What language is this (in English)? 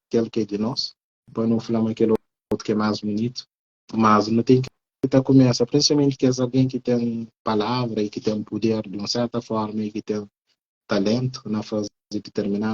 Kabuverdianu